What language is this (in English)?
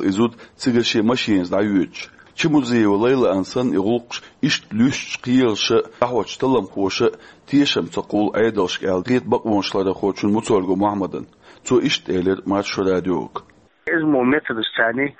Chechen